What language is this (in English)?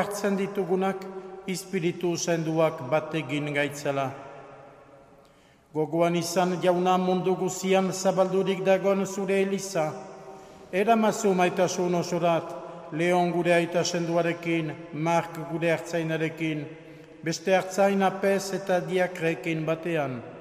Basque